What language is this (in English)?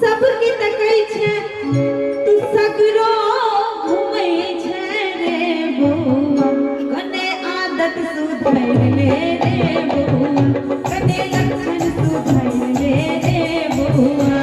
Maithili